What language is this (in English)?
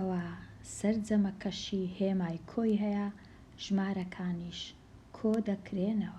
Central Kurdish